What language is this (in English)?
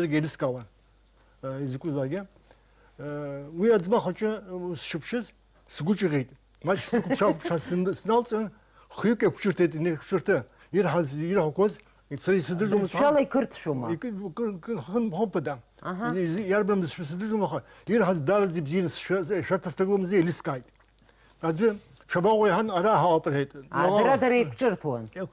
Abkhazian